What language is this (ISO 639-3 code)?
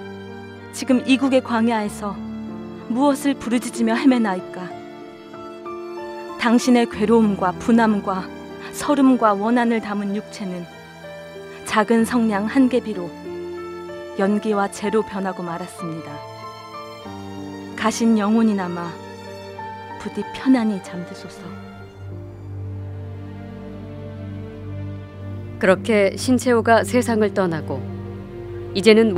kor